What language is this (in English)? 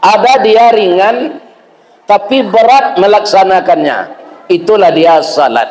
Minangkabau